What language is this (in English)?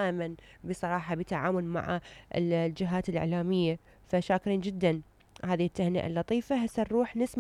Mesopotamian Arabic